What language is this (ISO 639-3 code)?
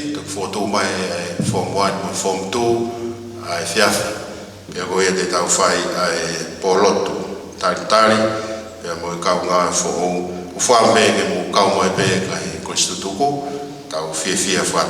ton